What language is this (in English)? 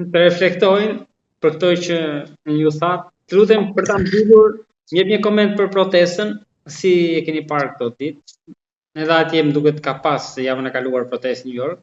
Albanian